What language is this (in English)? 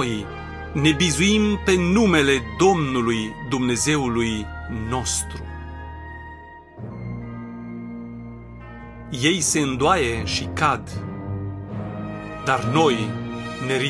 Romanian